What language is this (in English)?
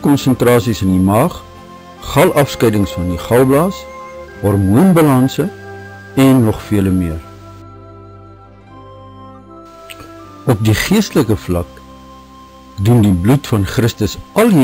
Afrikaans